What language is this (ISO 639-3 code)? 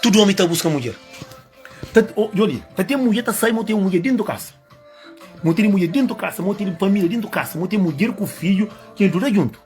kea